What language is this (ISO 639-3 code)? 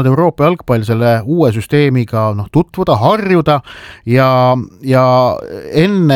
est